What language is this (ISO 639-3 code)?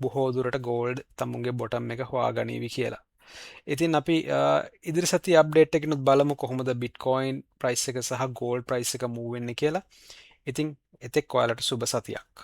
sin